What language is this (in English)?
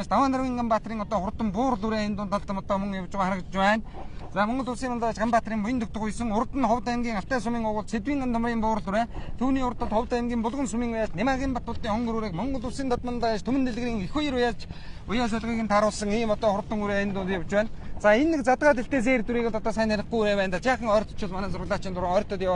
Mongolian